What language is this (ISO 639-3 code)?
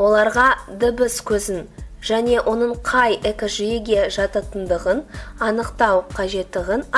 kaz